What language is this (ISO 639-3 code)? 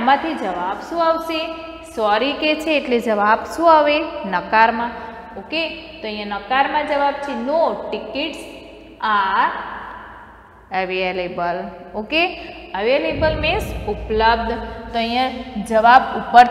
guj